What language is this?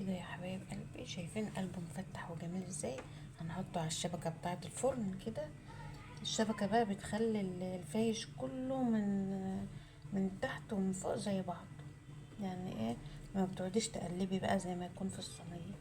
Egyptian Arabic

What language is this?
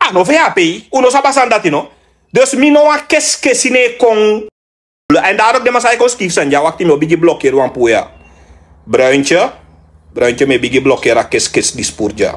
Sranan Tongo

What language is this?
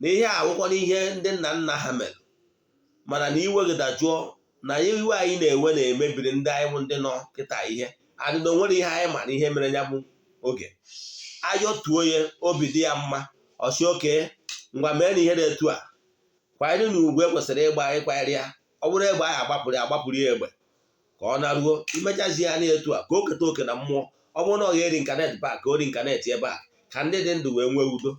Igbo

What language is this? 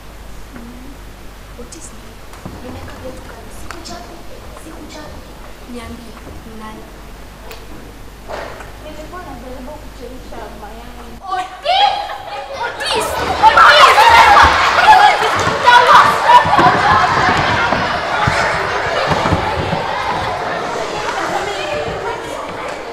Swahili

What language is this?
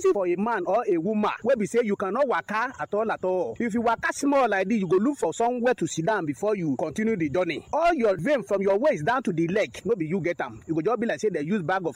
Nigerian Pidgin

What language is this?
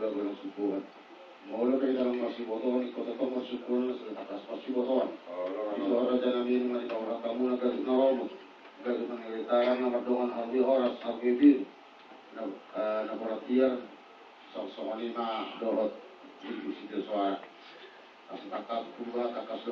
Batak Toba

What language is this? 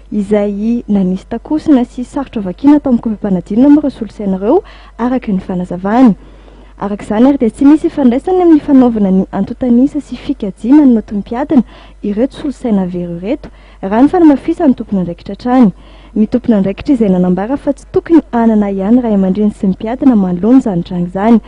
Malagasy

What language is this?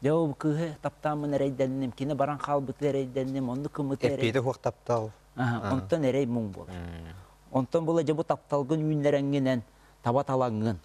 Yakut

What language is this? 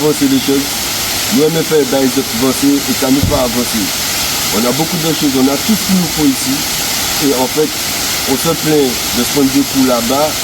Guadeloupean Creole French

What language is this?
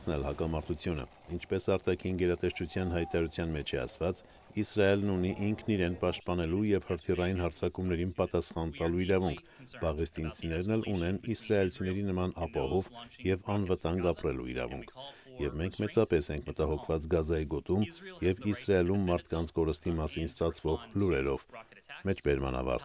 Armenian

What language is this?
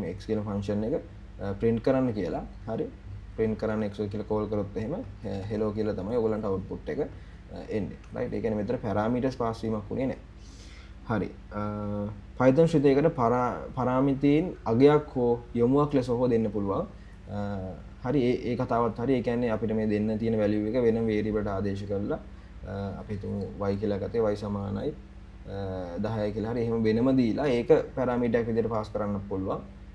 Sinhala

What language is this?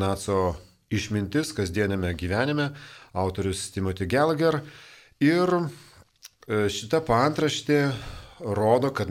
Lithuanian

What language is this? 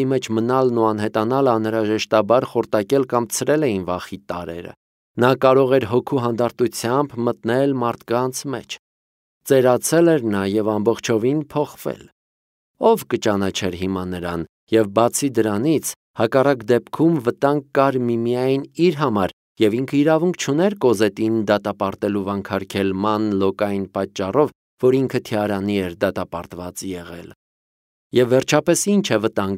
Armenian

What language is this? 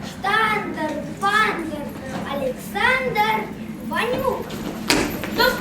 Chuvash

